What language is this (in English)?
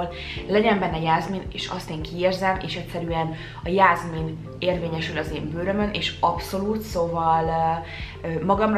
Hungarian